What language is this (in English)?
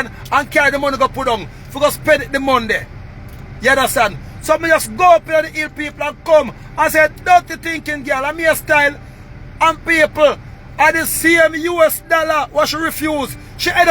Jamaican Creole English